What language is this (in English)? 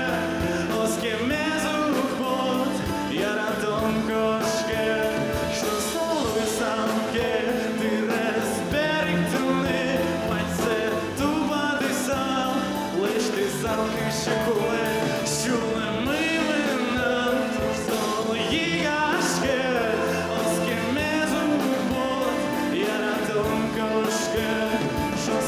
Udmurt